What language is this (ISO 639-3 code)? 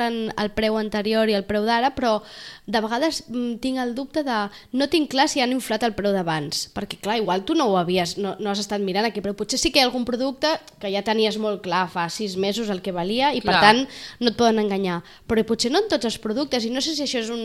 cat